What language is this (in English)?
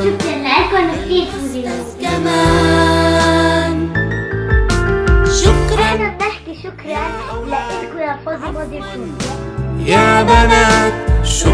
South Levantine Arabic